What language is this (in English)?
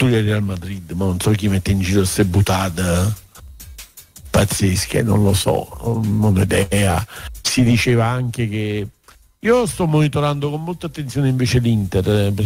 Italian